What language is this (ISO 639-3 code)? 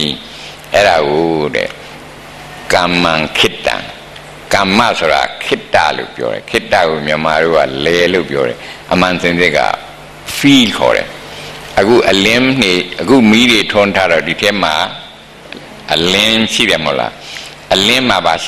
mya